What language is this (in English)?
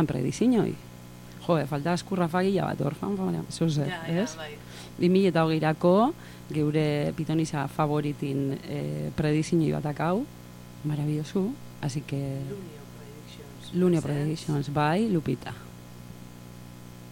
Basque